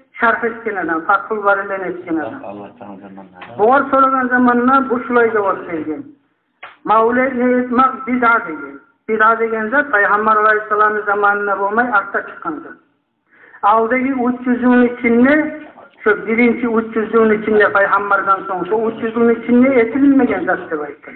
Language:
Kumyk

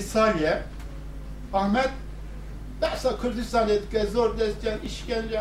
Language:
Kurdish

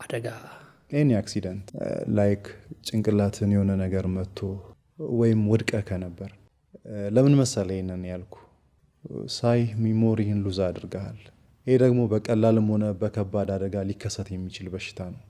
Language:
Amharic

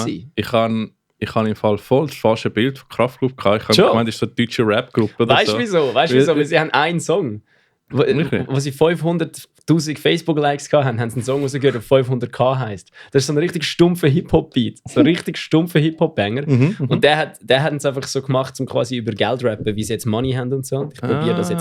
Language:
Swiss German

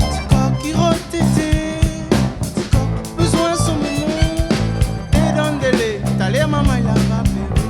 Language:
Réunion Creole French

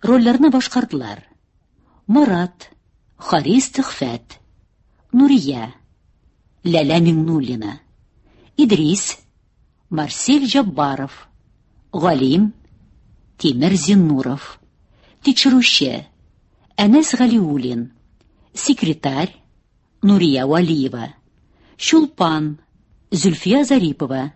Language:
Tatar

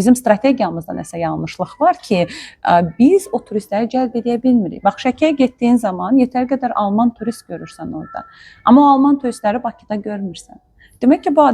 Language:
Azerbaijani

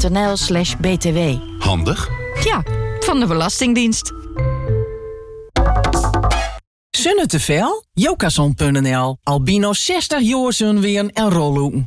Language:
Dutch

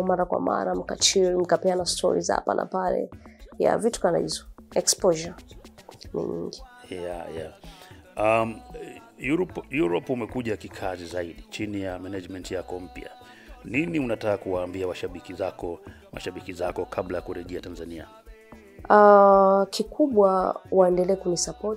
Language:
Swahili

